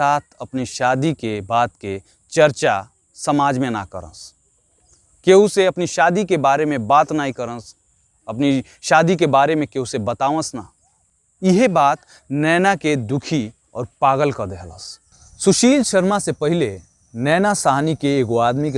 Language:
Bhojpuri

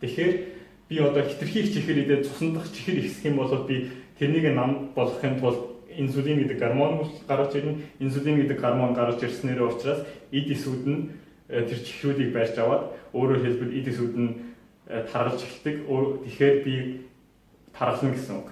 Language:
Mongolian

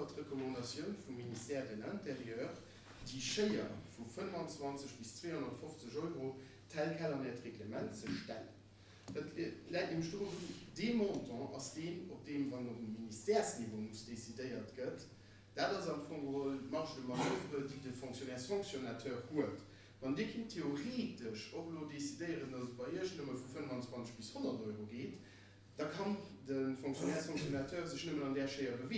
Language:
Luxembourgish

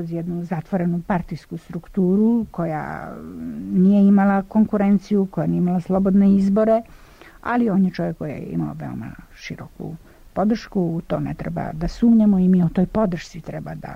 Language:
Serbian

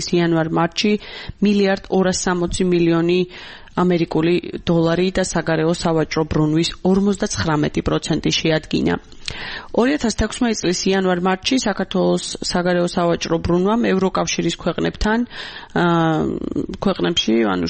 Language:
Georgian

